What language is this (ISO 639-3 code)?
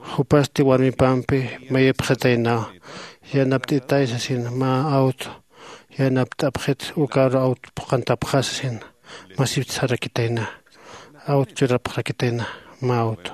aym